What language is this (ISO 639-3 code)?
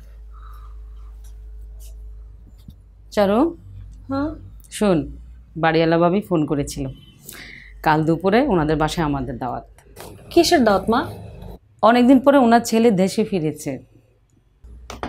ben